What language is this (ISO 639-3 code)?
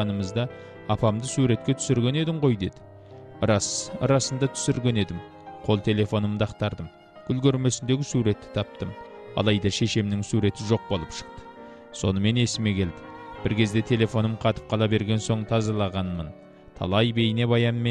kaz